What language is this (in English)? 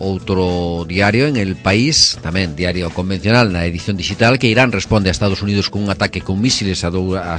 Galician